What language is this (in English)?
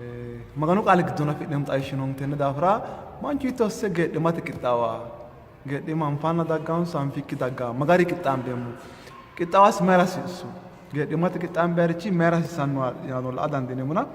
Sidamo